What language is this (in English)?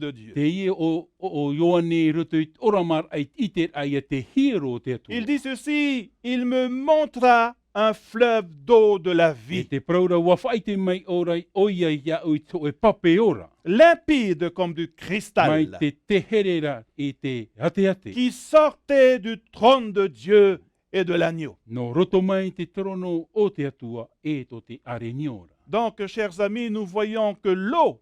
Tahitian